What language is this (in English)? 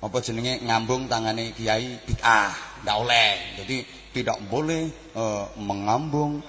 Javanese